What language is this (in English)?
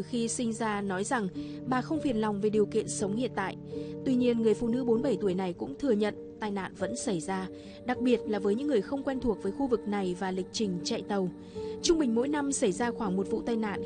Vietnamese